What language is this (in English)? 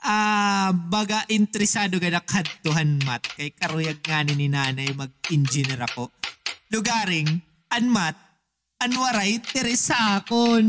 Waray